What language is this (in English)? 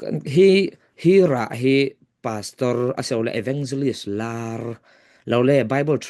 Falam Chin